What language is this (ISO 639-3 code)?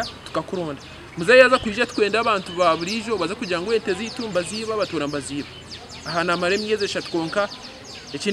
nyn